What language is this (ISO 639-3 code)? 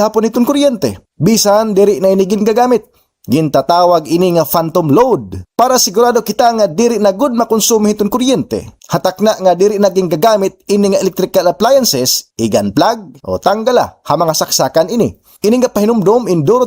war